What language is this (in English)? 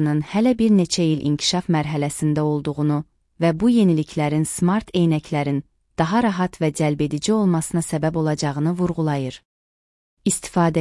Azerbaijani